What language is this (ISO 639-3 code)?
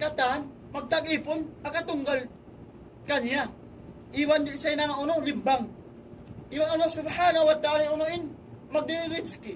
tsg